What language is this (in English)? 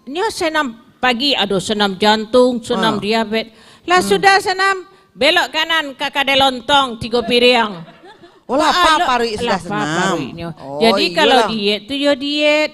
Minangkabau